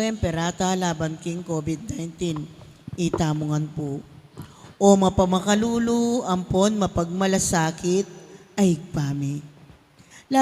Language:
Pampanga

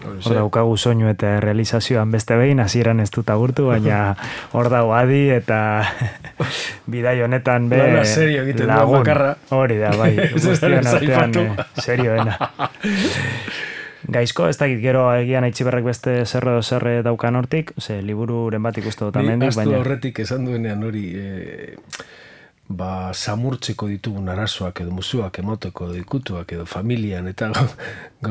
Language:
Basque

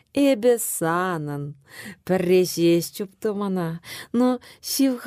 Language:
Chuvash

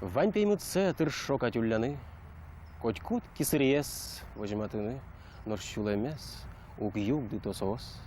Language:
Udmurt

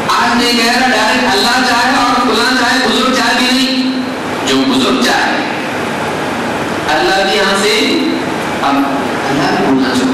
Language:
Urdu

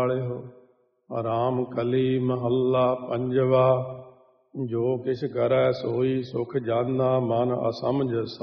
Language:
Punjabi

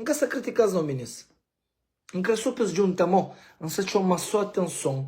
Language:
Kabuverdianu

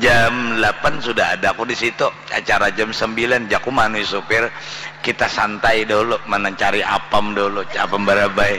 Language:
Banjar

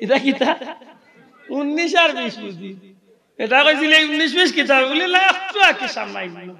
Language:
Sylheti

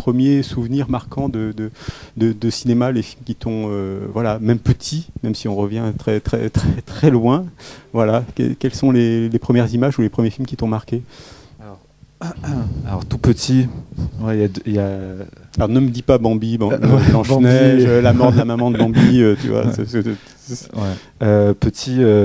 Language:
French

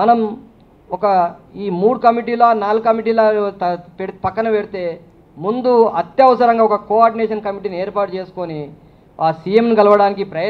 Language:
Telugu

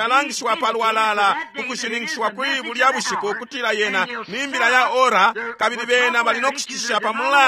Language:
Bemba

